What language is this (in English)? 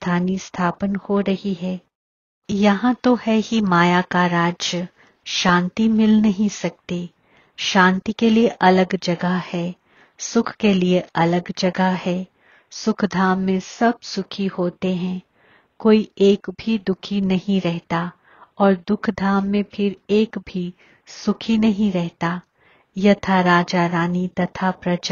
Hindi